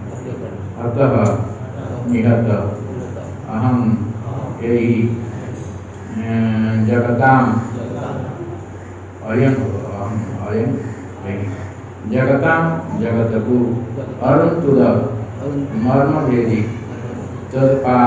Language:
Odia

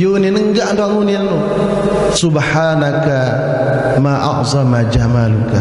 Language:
Sasak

